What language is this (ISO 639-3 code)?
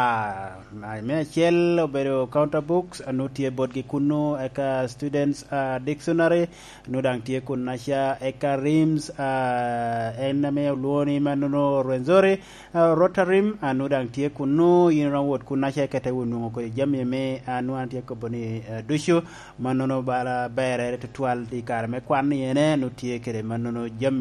laj